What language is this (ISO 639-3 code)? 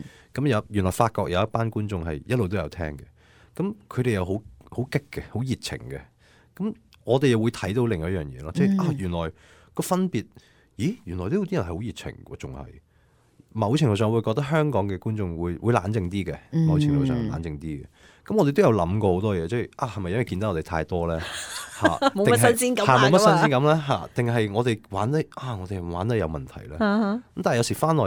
yue